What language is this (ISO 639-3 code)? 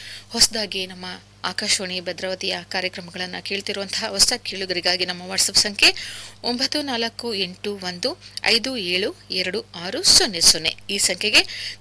kan